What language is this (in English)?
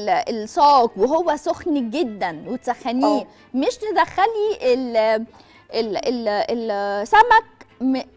Egyptian Arabic